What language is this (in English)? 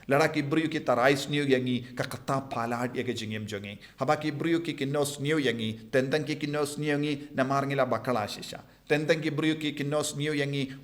Khasi